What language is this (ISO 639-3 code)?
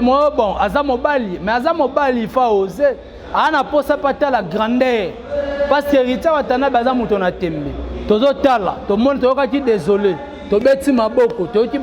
lin